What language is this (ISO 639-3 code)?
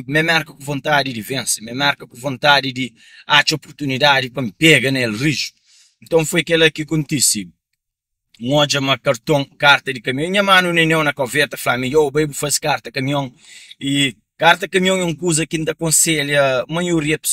kea